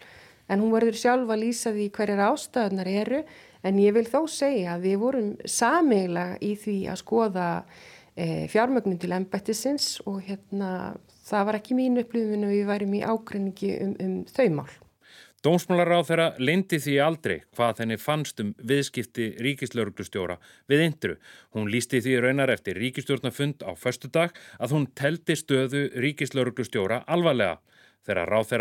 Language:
Icelandic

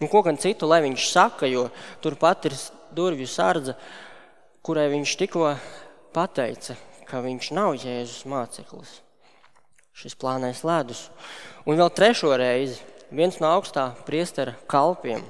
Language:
Latvian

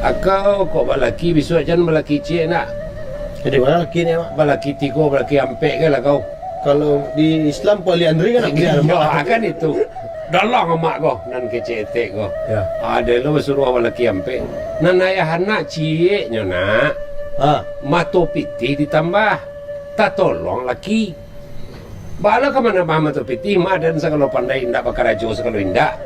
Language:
Minangkabau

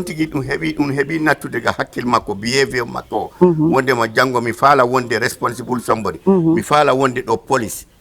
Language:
Fula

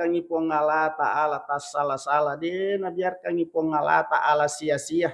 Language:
Buginese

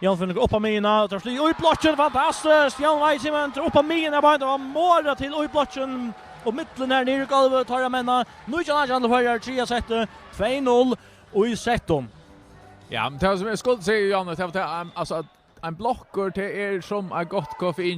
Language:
Faroese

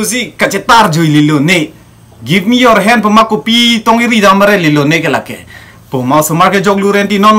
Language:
Karbi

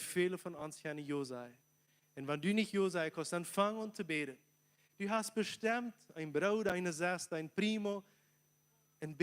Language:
Plautdietsch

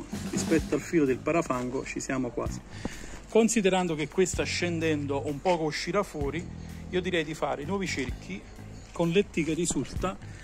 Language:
Italian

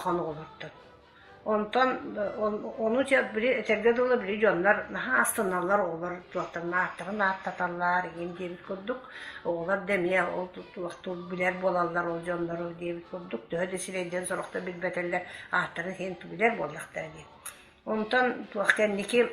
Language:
Yakut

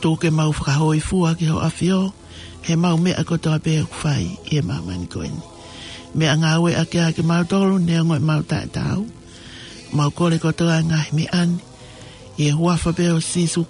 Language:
Tongan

